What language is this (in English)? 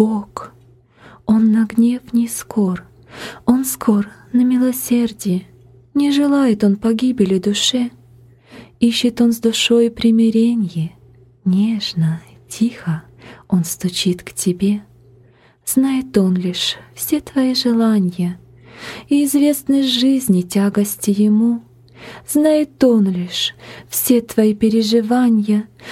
Russian